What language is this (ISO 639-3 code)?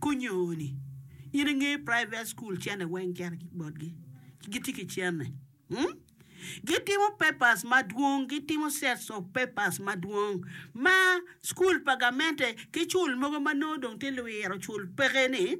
ach